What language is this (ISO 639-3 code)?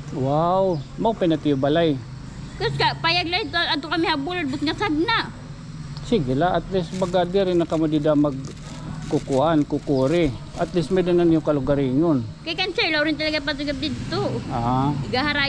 war